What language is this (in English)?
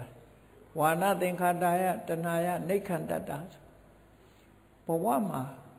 Burmese